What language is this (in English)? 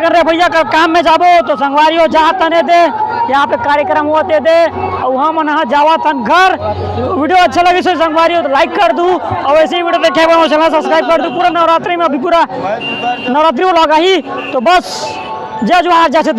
Chhattisgarhi